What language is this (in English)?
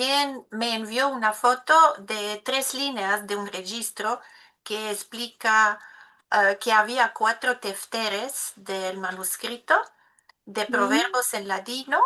Ladino